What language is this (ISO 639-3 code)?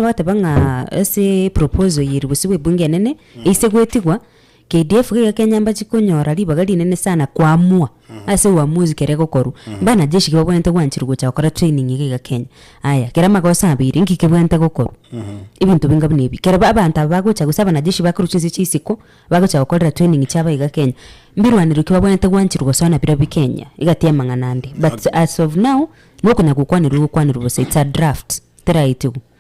guz